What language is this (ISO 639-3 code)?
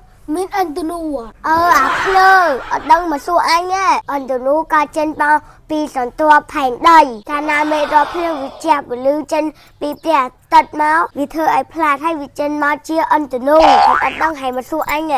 khm